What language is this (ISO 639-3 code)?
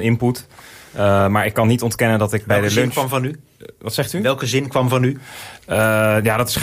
nld